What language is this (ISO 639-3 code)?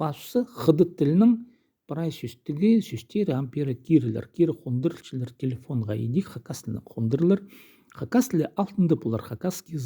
kjh